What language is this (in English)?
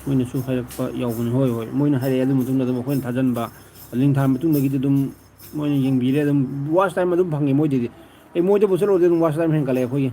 Manipuri